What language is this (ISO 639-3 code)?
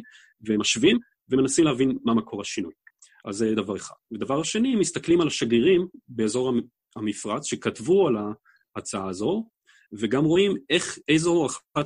heb